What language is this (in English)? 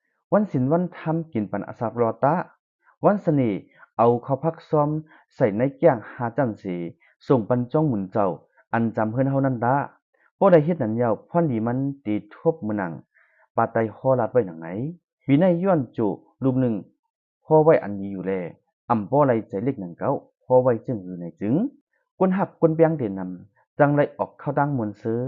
Shan